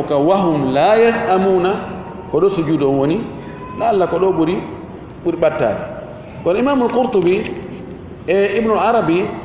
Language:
Fula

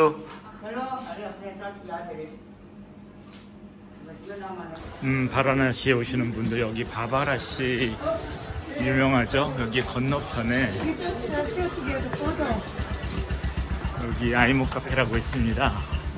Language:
Korean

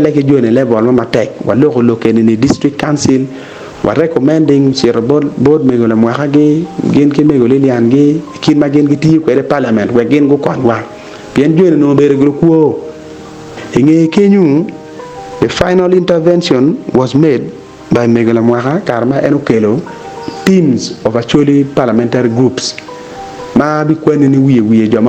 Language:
Acoli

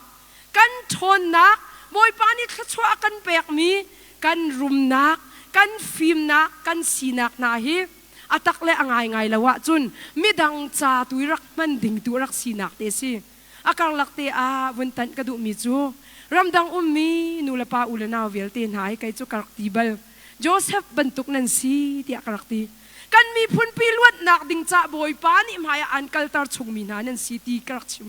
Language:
Hakha Chin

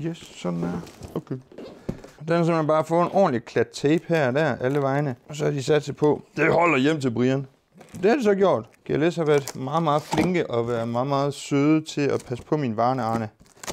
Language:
Danish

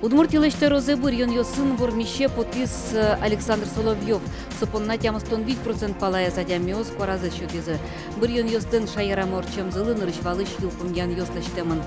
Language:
Udmurt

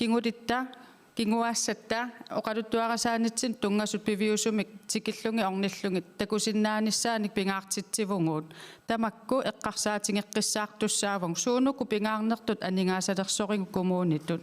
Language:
Kalaallisut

